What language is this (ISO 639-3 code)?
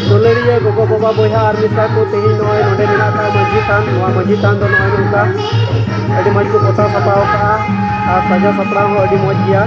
sat